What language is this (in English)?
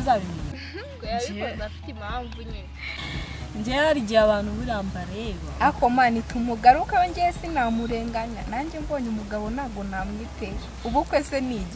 Kinyarwanda